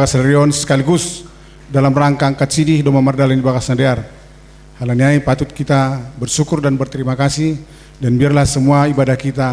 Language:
Batak Simalungun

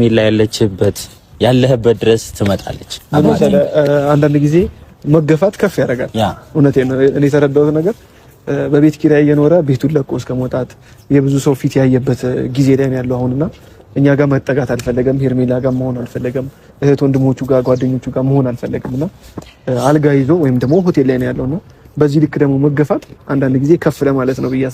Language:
Amharic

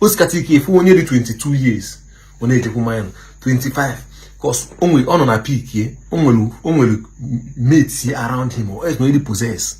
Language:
Igbo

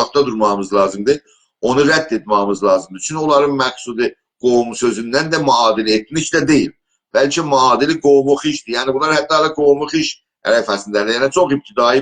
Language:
South Azerbaijani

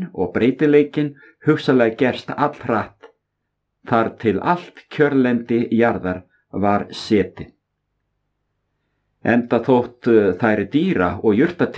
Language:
Icelandic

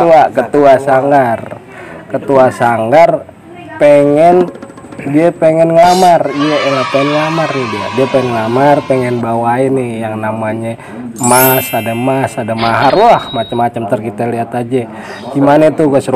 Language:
Betawi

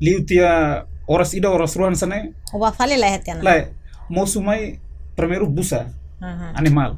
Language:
Tetum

